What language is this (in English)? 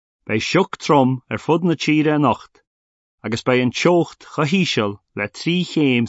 Irish